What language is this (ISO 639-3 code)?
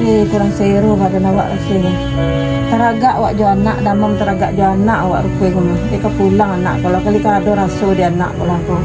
min